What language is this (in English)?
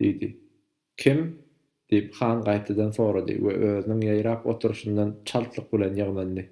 Turkmen